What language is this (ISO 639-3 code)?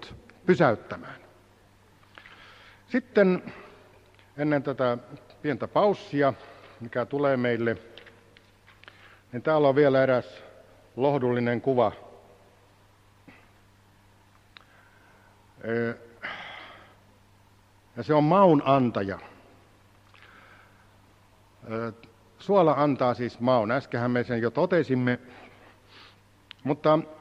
fin